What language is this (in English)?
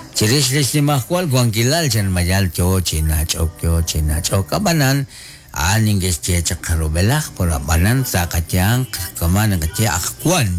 Kekchí